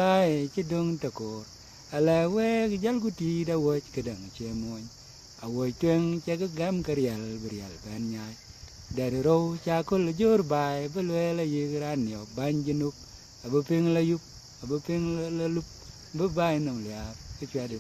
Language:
Dinka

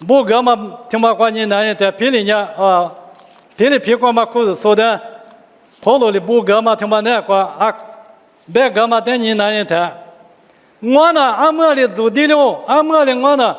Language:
Lisu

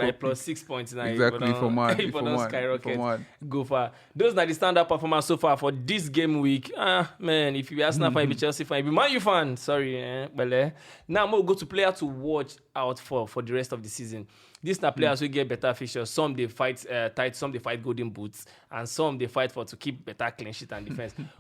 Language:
Nigerian Pidgin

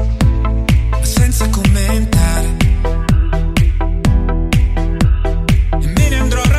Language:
Italian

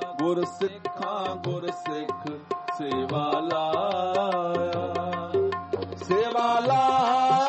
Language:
Punjabi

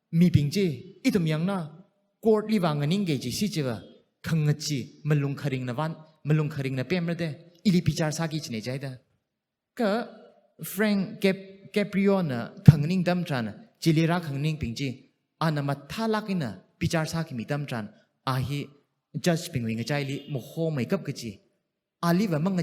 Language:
Tangkhul Naga (India)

